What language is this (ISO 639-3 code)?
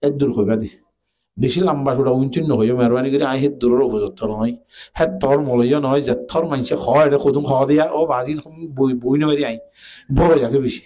rhg